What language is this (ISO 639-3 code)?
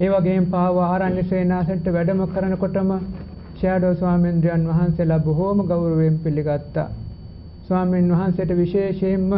sin